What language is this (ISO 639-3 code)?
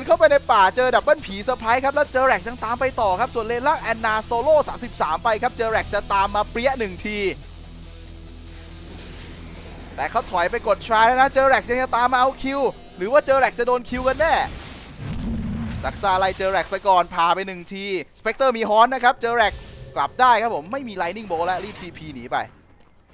tha